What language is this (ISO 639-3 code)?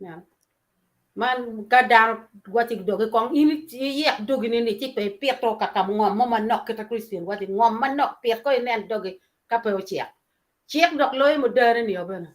ach